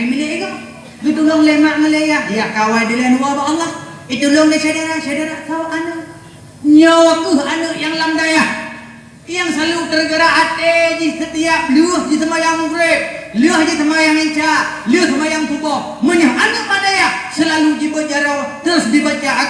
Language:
Achinese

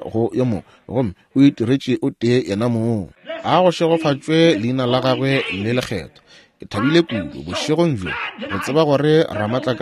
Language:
Northern Sotho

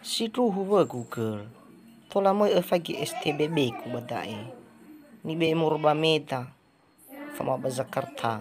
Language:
Nias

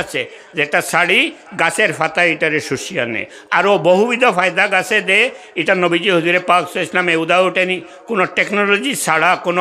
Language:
Sylheti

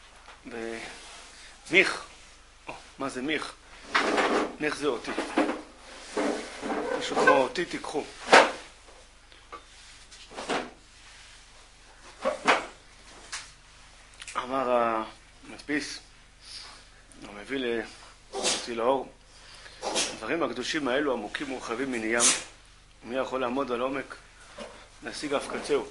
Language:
Hebrew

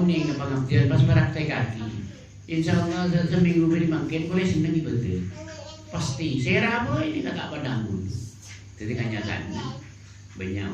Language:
Madurese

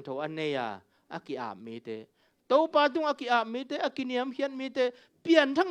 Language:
Tedim Chin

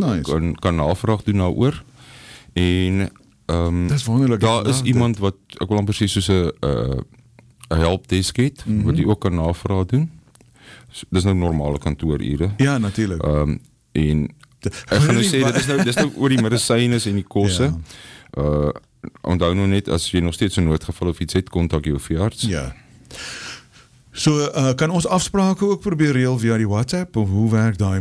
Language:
Afrikaans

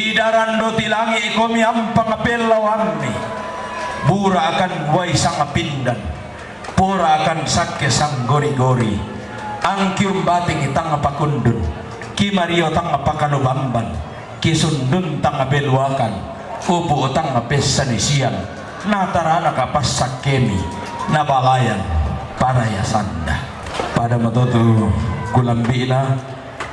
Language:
Toraja-Sa'dan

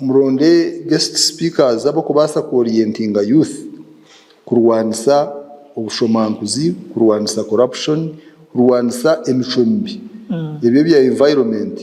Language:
Nyankole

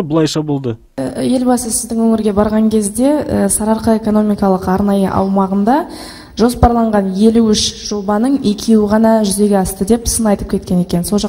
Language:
Kazakh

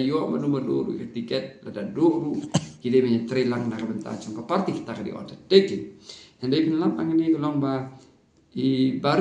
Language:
Khasi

